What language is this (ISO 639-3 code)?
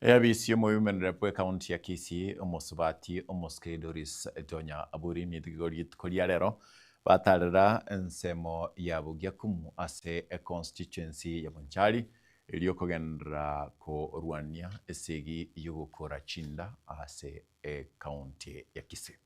guz